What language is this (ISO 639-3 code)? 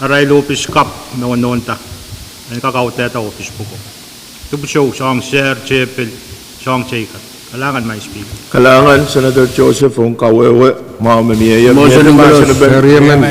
pon